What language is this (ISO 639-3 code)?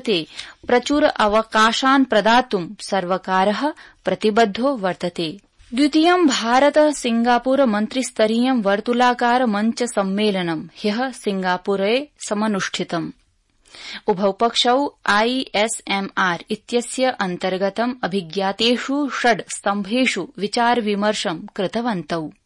san